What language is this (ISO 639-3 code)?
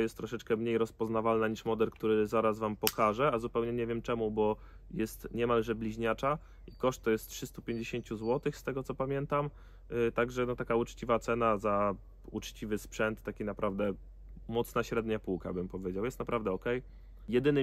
pol